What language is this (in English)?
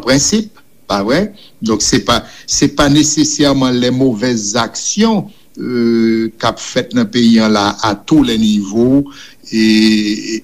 Haitian Creole